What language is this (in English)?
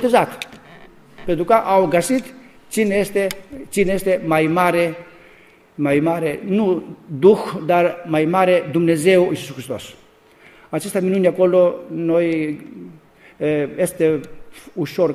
Romanian